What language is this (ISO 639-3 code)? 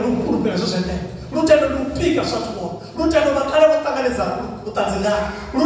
ven